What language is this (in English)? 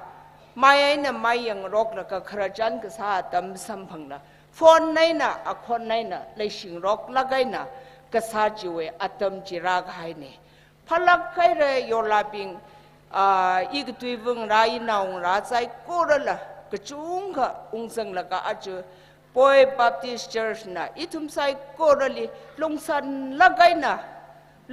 Tangkhul Naga (India)